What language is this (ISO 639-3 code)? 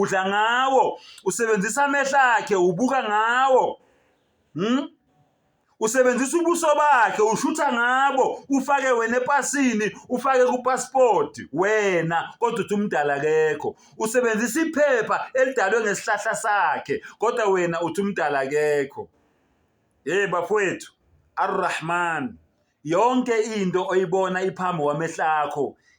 zul